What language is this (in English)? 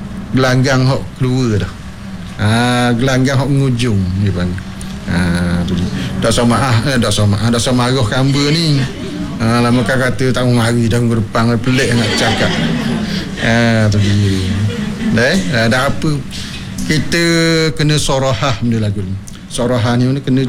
Malay